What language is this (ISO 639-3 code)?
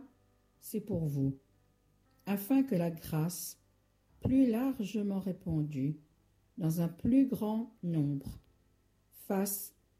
fra